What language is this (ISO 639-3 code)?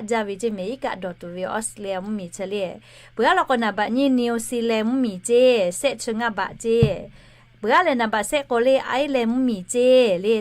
lhu